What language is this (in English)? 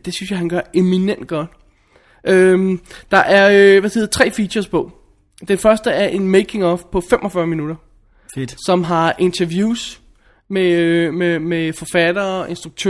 Danish